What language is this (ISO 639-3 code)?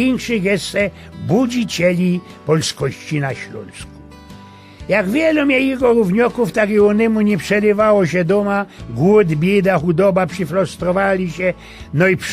szl